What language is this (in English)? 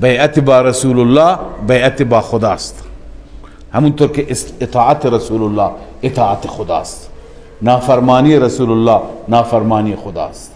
Persian